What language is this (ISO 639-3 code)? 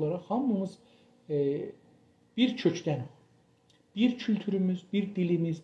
azb